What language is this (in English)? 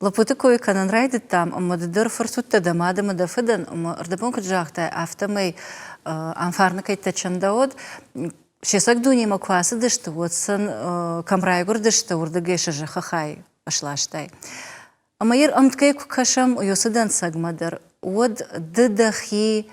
Ossetic